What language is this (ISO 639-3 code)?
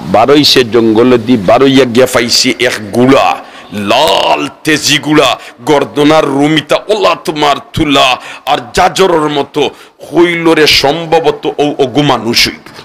syl